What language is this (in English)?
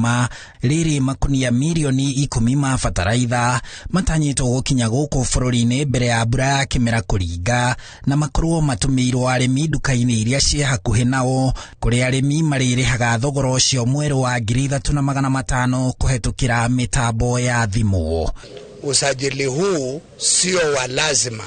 Kikuyu